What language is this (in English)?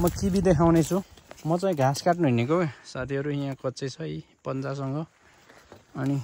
Nepali